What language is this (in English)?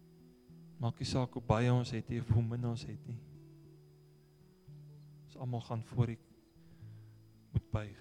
Afrikaans